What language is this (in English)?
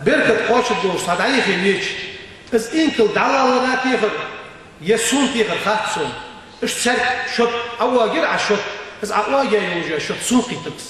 Ingush